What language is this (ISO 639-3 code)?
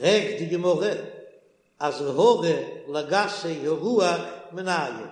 yid